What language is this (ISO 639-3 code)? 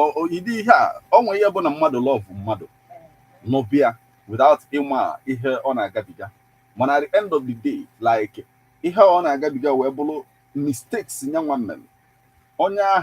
ibo